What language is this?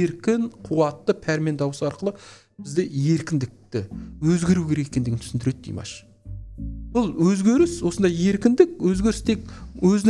Kazakh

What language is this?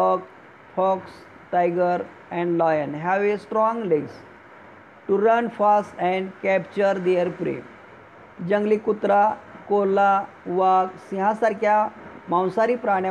Marathi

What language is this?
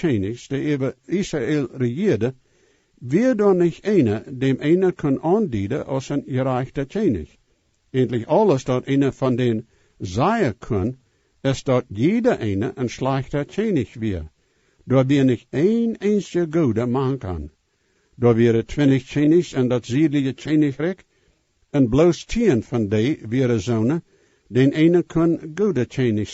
Plautdietsch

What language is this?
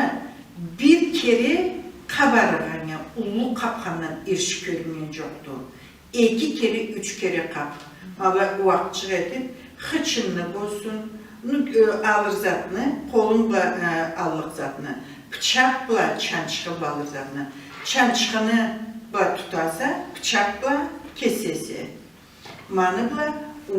Karachay-Balkar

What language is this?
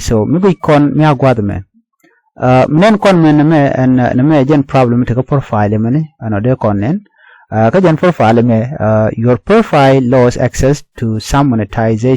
Nuer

